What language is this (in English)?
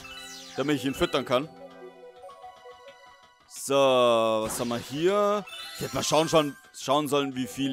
German